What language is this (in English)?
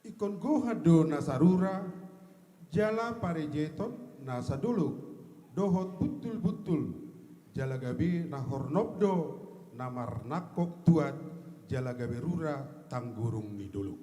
Batak Toba